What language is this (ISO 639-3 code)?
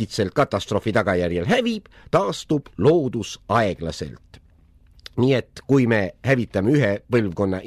est